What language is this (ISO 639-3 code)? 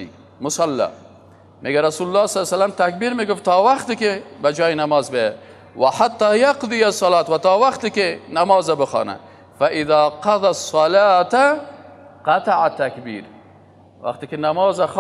fas